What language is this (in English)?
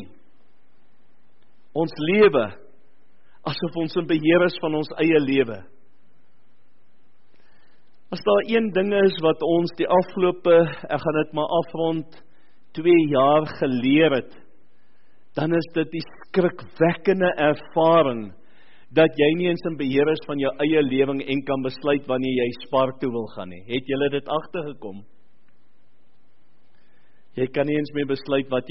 Afrikaans